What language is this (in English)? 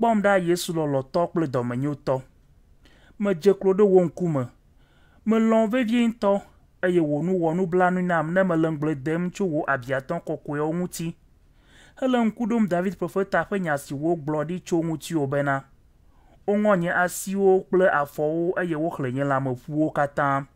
Ewe